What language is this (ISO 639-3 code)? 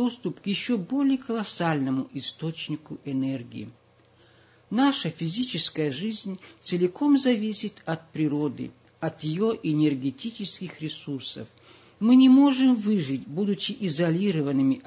rus